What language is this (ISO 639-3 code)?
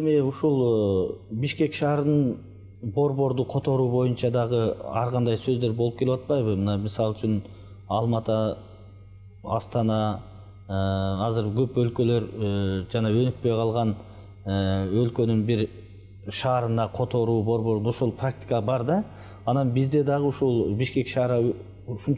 kir